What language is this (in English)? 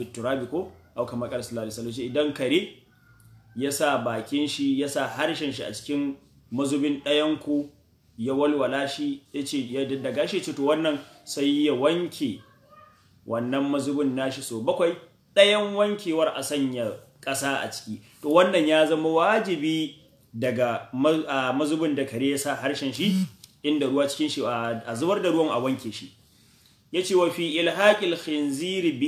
Hausa